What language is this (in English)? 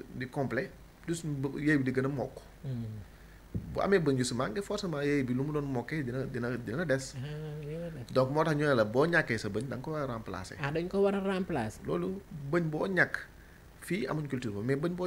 Wolof